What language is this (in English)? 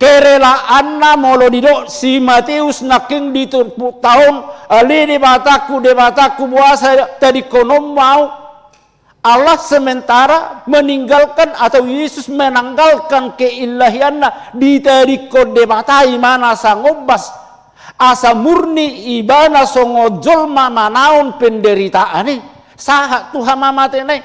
Batak Toba